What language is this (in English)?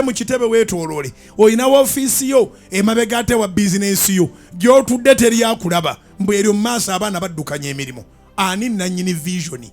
Ganda